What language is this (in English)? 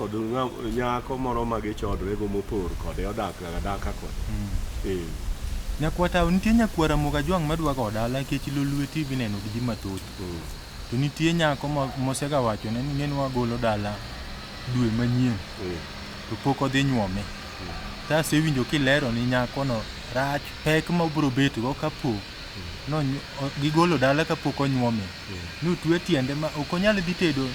Luo (Kenya and Tanzania)